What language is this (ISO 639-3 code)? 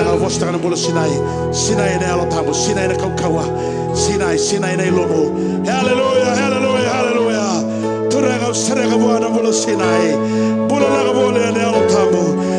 fij